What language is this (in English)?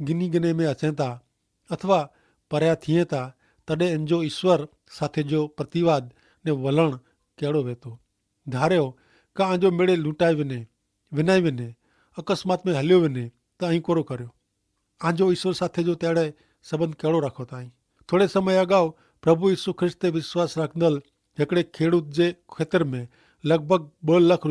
Kachhi